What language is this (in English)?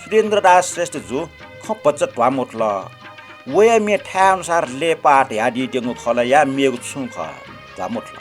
Newari